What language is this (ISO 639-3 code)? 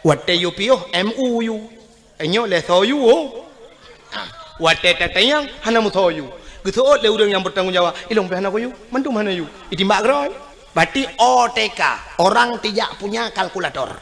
ace